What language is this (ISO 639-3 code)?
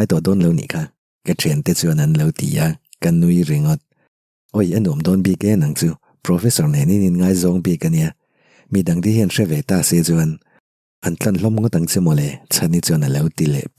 lus